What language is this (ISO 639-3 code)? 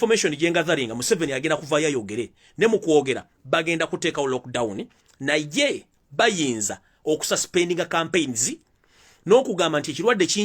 lug